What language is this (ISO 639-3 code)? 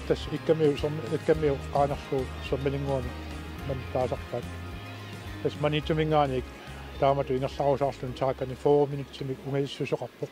kal